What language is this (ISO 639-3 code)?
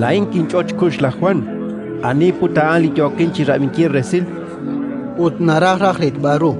kek